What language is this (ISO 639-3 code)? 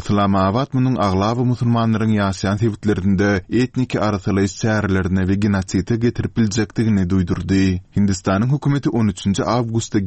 tuk